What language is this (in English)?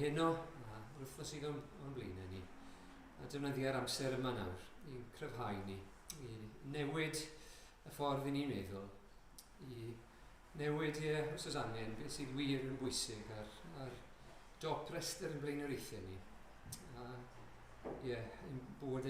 Welsh